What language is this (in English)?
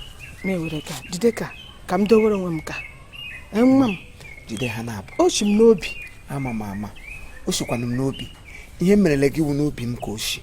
Igbo